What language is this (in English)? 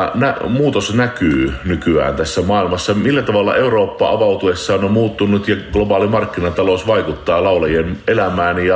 Finnish